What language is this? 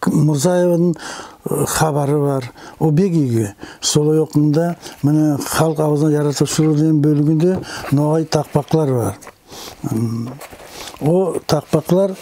Nogai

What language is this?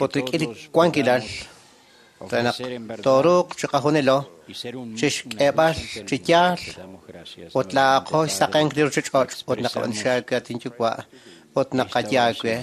Kekchí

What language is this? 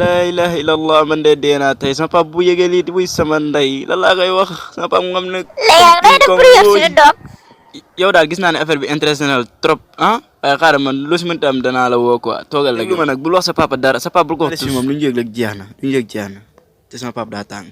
Wolof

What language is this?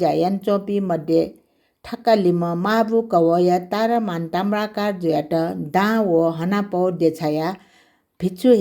Newari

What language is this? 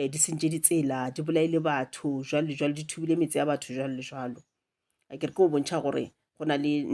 Northern Sotho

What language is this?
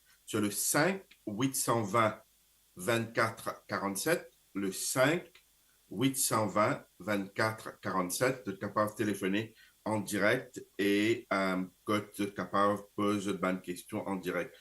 Morisyen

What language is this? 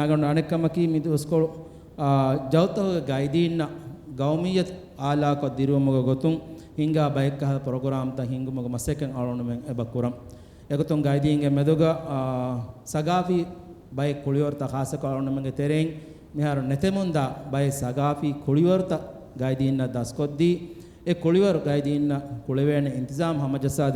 Divehi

